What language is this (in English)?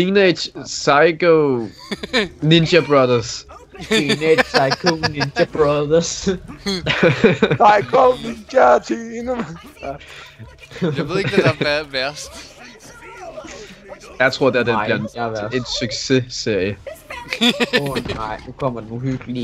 Danish